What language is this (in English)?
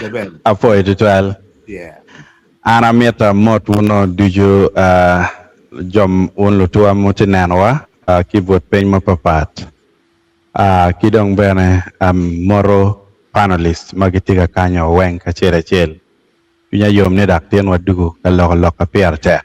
Acoli